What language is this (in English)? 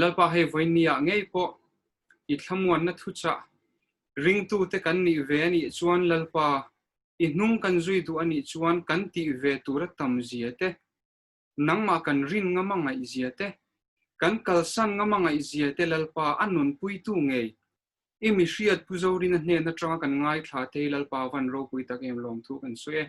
Mizo